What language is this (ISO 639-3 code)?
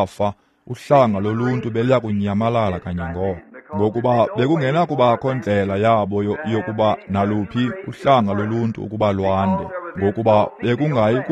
xho